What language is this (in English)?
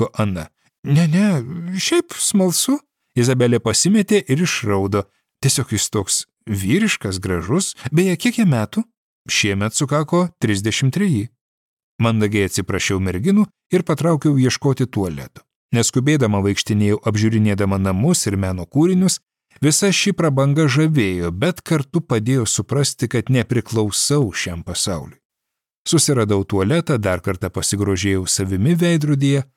Lithuanian